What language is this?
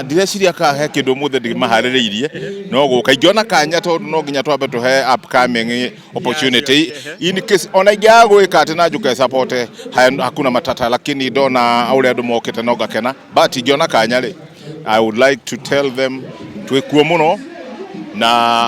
Kikuyu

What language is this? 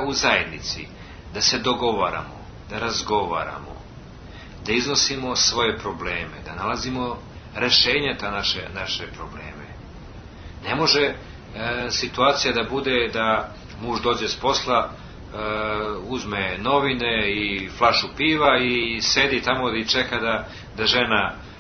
Serbian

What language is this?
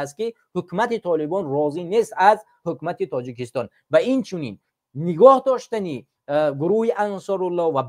Tajik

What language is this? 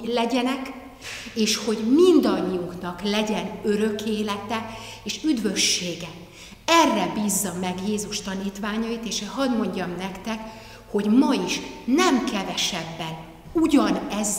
Hungarian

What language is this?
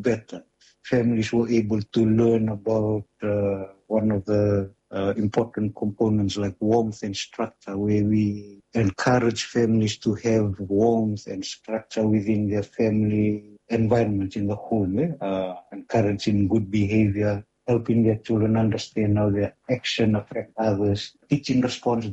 English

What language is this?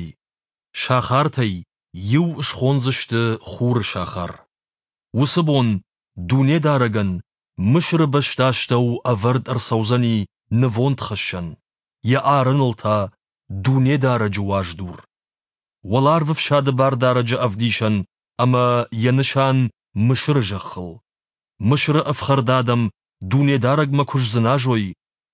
Ossetic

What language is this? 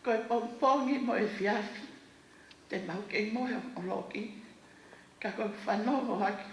Tongan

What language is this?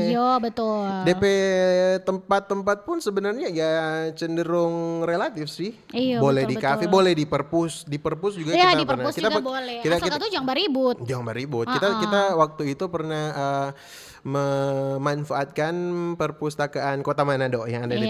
Manado Malay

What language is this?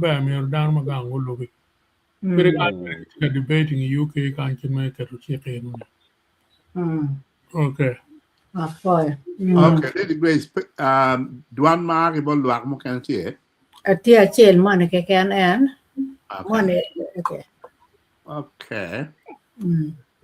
Acoli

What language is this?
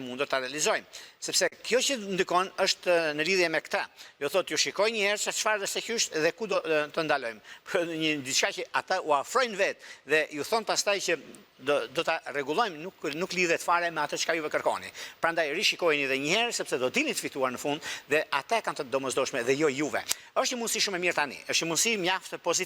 Albanian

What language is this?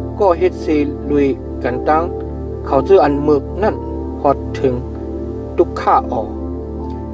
Shan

